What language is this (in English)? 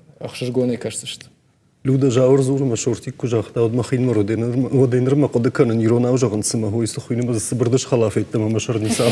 Ossetic